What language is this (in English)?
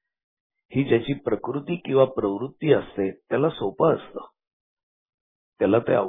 Marathi